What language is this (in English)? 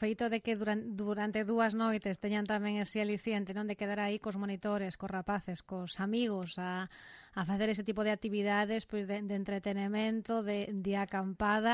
Galician